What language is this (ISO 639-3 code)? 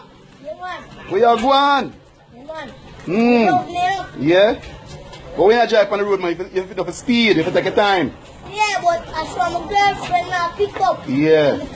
jam